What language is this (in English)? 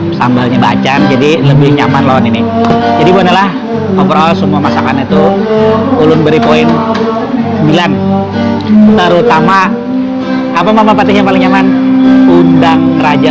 Banjar